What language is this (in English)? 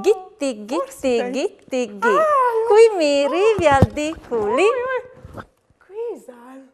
Friulian